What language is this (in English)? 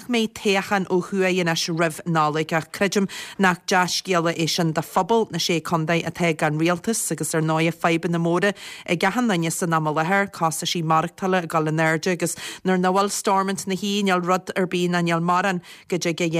Irish